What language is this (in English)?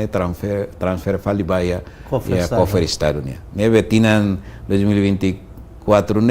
Tetum